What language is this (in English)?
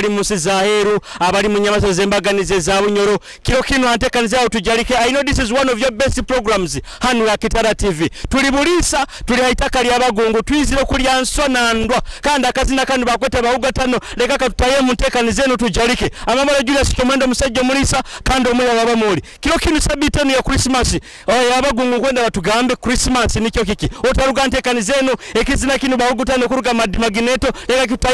Nyoro